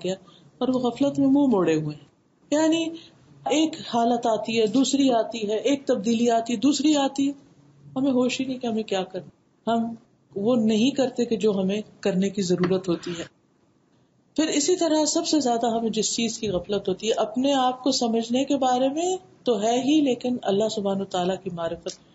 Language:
Urdu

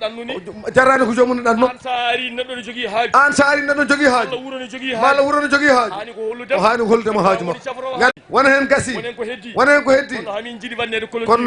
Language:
Fula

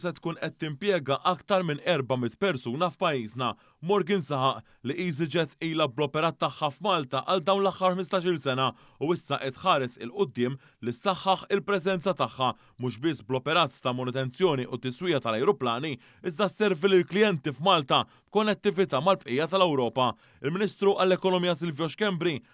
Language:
Maltese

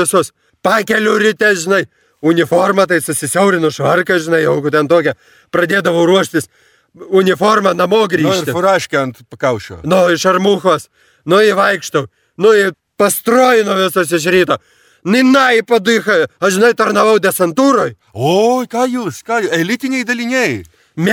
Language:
Lithuanian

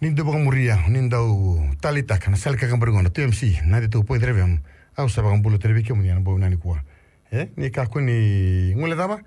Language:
Fijian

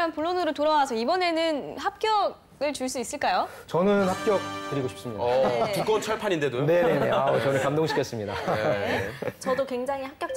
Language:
Korean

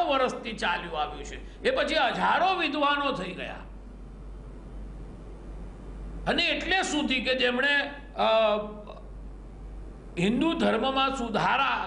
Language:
Gujarati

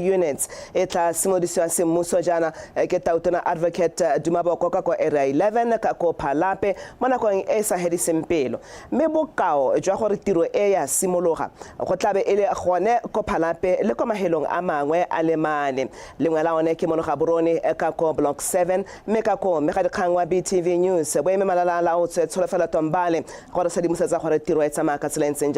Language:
Tswana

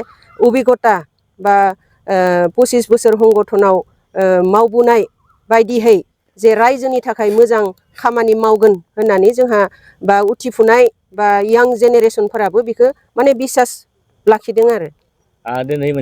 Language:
Bodo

